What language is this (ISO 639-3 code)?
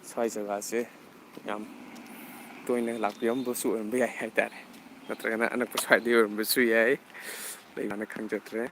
mni